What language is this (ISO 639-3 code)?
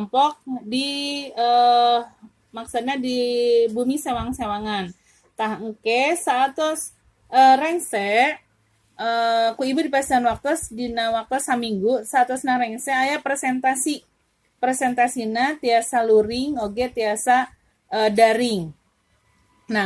sun